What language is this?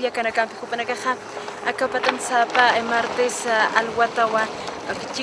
Aymara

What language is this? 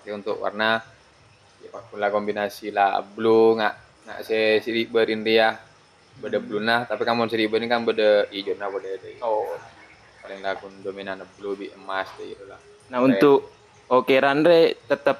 Madurese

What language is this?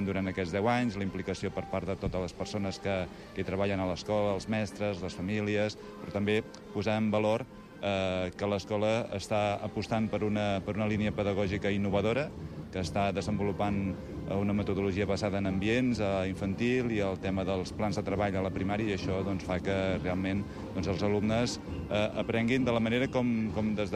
Catalan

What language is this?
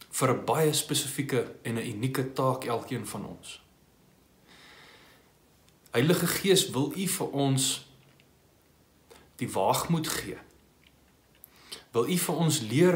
Afrikaans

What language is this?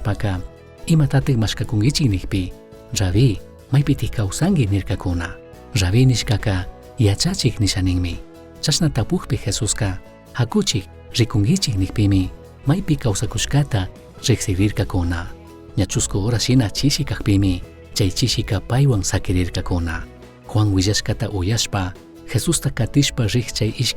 Chimborazo Highland Quichua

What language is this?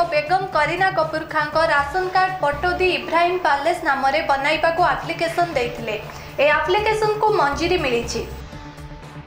Odia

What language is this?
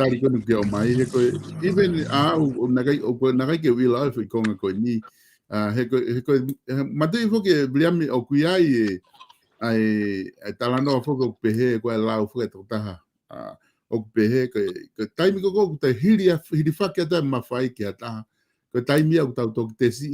Tongan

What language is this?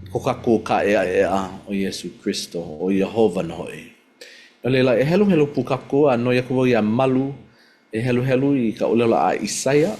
Hawaiian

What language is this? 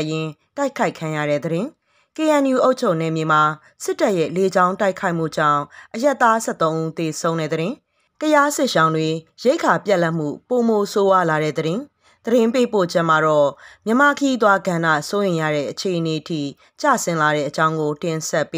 Burmese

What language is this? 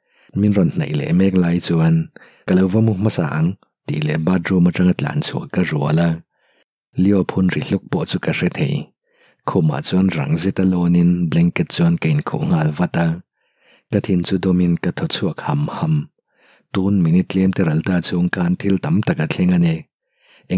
Mizo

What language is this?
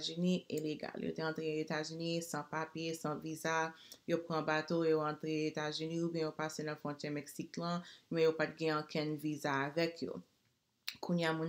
Haitian Creole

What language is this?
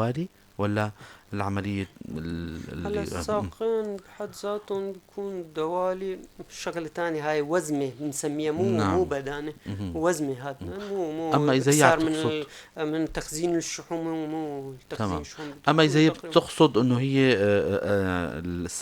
North Levantine Arabic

